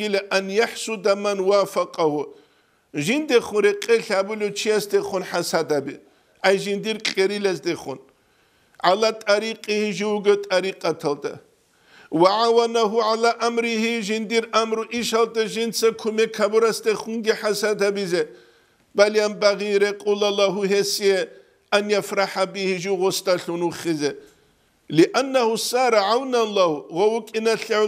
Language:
Avaric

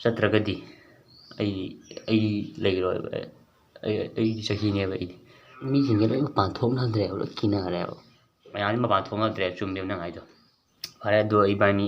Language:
Manipuri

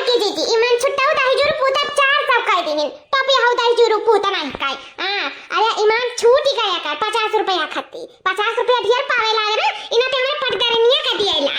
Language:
Awadhi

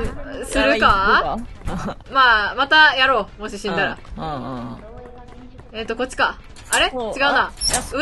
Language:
Japanese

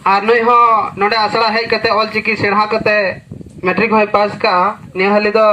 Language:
Santali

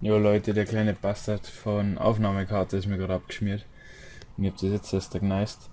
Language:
Bavarian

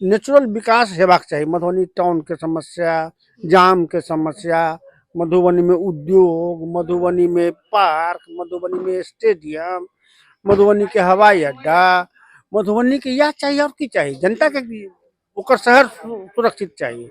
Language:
Maithili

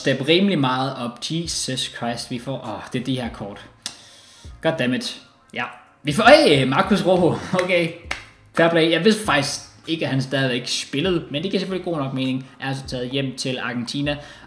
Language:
Danish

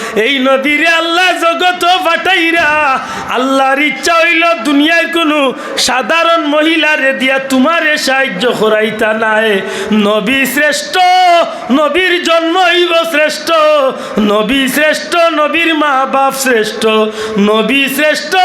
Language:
Sylheti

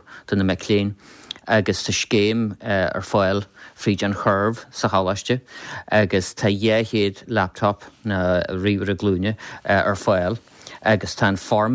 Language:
Irish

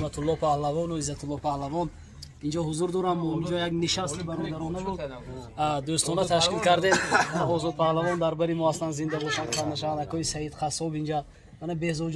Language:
Tajik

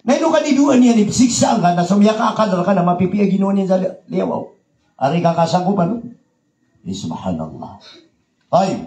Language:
Maranao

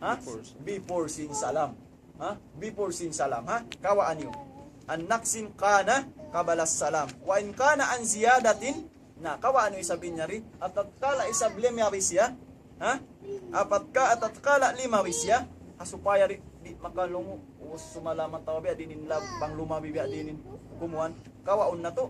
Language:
Tausug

